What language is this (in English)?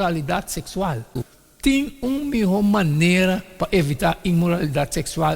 Papiamento